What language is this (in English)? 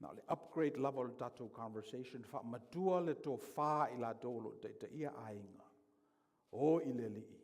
Samoan